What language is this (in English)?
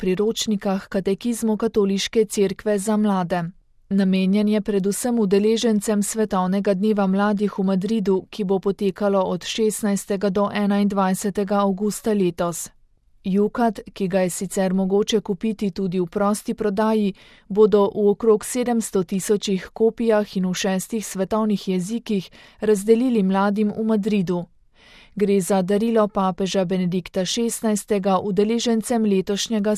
Slovenian